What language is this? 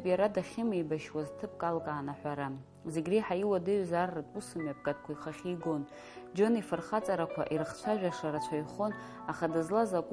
Abkhazian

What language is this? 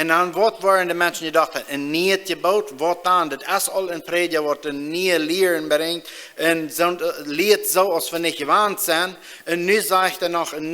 Plautdietsch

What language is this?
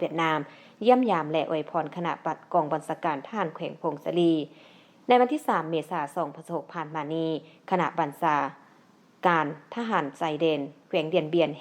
Lao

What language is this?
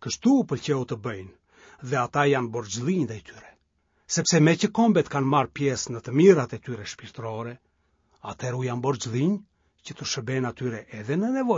Albanian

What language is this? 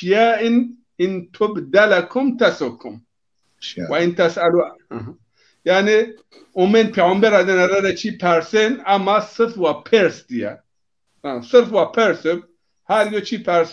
Zaza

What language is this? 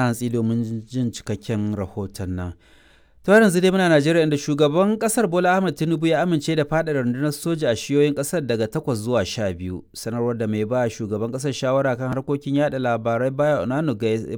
Hausa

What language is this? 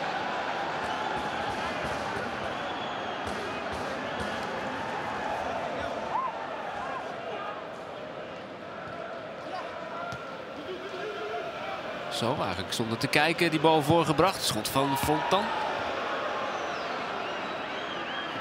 Dutch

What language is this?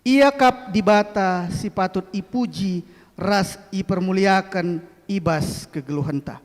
Batak Karo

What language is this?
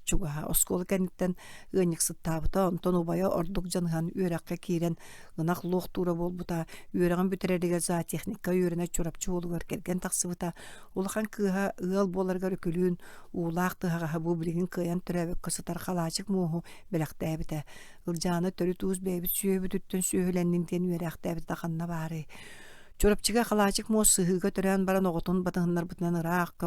Yakut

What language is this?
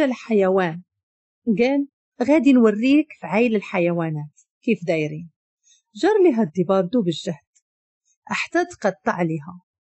Moroccan Arabic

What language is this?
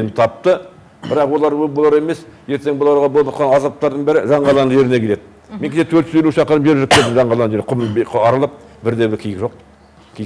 Kazakh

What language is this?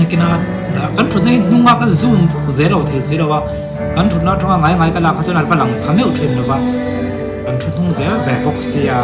Mizo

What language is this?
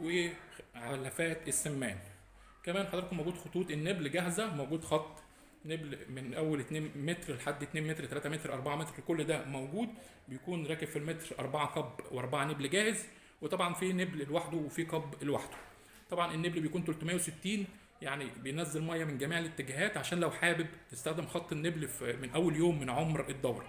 Egyptian Arabic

